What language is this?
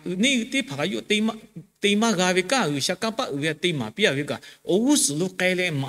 Lahu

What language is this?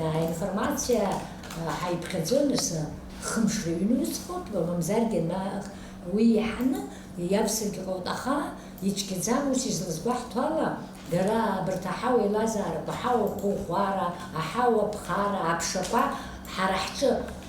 Abkhazian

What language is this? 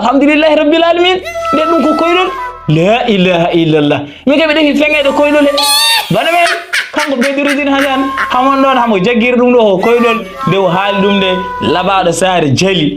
Fula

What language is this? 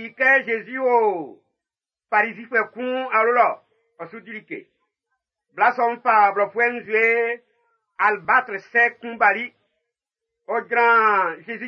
Baoulé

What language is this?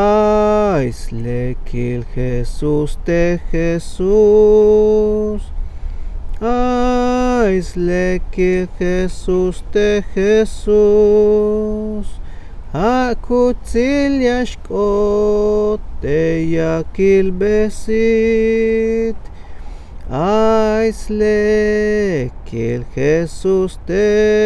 Tzeltal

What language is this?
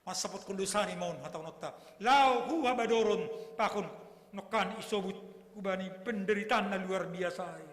Batak Simalungun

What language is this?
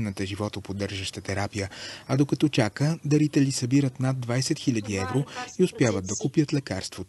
Bulgarian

